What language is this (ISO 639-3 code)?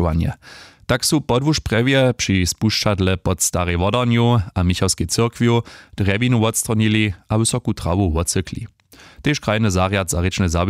hsb